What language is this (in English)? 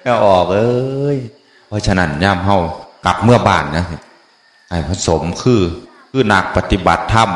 Northeastern Thai